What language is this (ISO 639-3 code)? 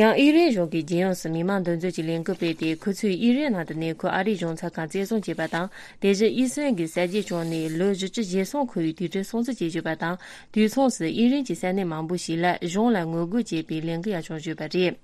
bod